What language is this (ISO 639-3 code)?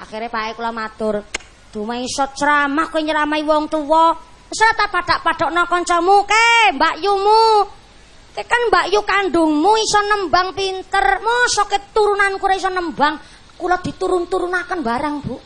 jav